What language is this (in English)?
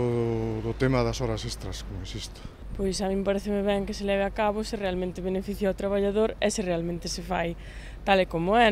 Galician